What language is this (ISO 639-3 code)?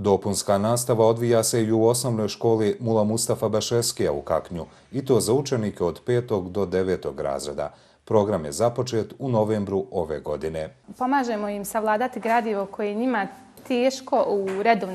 bos